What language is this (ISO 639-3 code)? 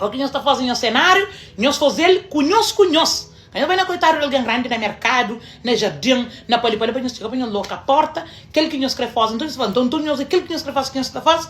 kea